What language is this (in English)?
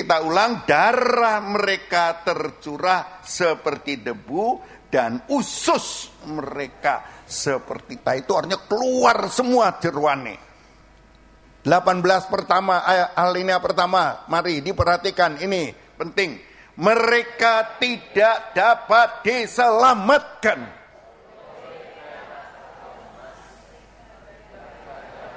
Indonesian